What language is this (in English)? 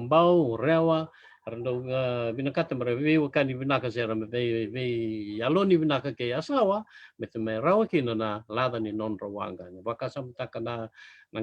Fijian